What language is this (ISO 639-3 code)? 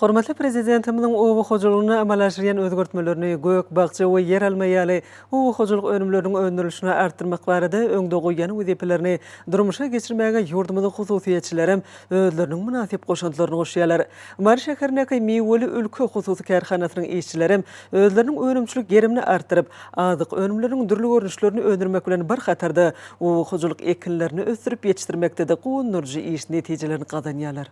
tuk